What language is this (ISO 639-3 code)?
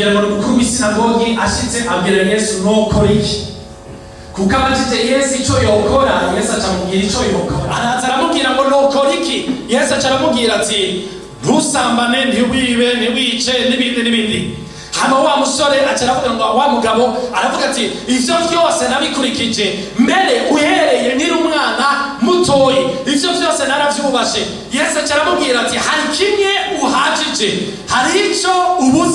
run